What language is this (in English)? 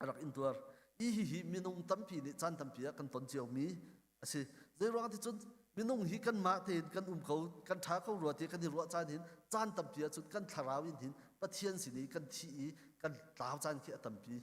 Hakha Chin